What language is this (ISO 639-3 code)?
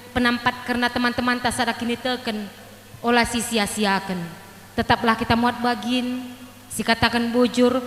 btx